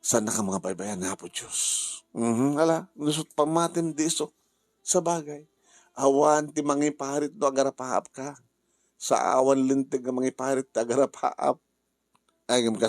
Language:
Iloko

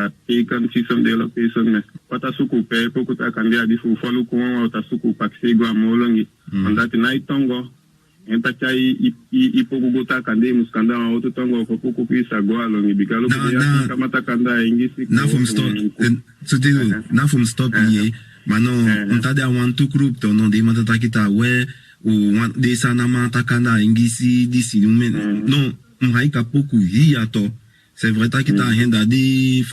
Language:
Saramaccan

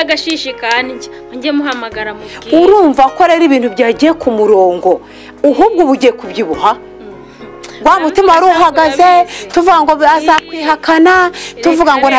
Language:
Kinyarwanda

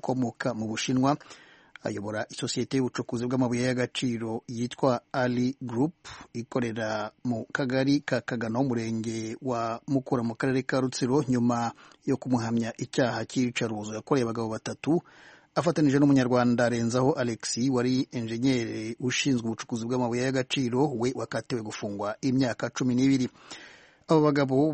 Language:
Kinyarwanda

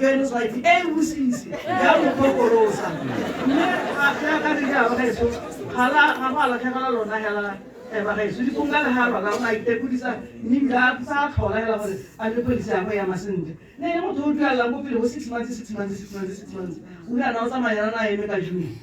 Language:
Tswana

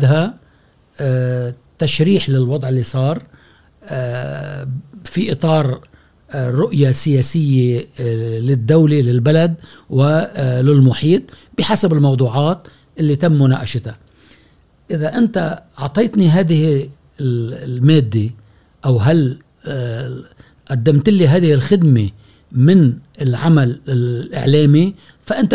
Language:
Gulf Arabic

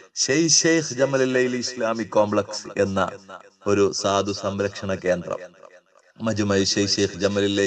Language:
Malayalam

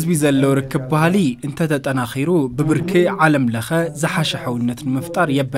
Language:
Tigrinya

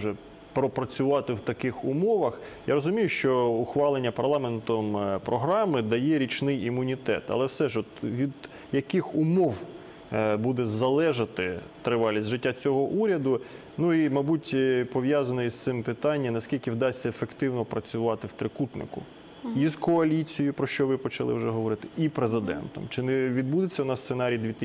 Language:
Ukrainian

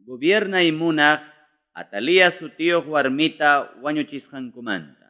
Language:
Ayacucho Quechua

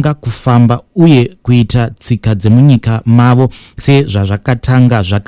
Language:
Shona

